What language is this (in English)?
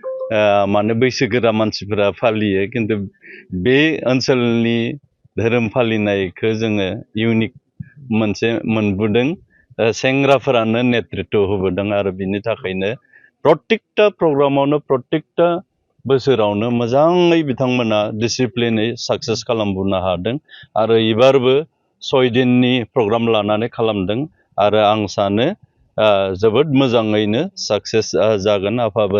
Bodo